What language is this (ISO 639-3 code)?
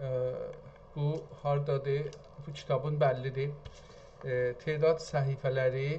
azb